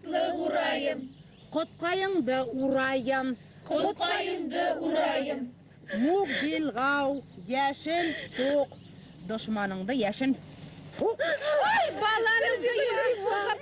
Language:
Bashkir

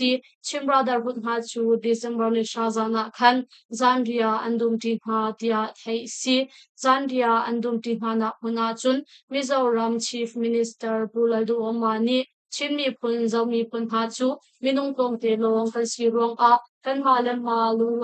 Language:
Hakha Chin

